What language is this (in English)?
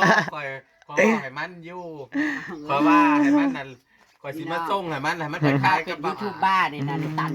Northeastern Thai